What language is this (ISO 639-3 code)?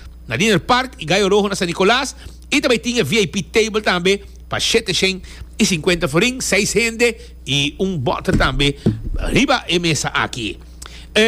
pap